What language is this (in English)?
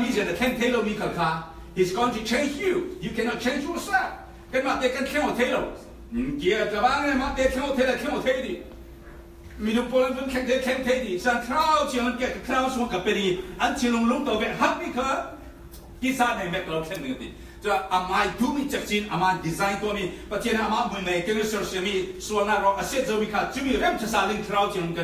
Falam Chin